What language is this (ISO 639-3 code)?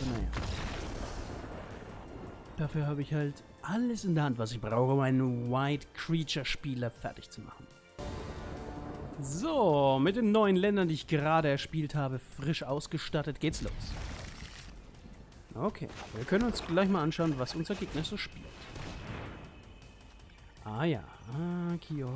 deu